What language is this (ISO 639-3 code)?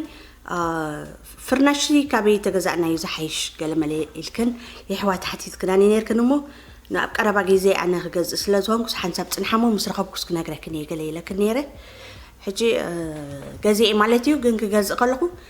tir